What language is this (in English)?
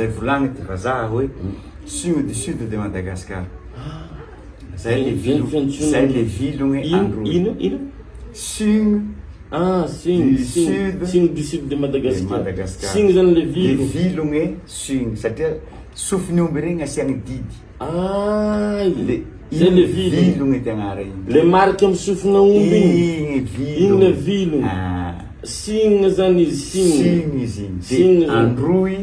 Malagasy